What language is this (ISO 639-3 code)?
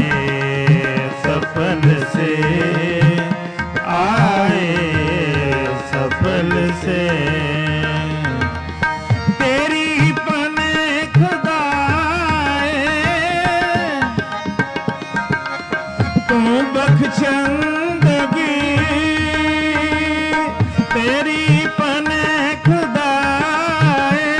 pan